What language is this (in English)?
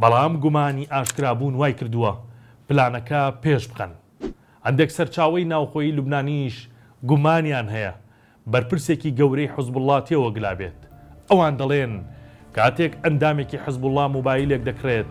Central Kurdish